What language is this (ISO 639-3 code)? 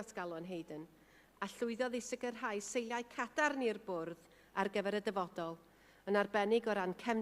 cym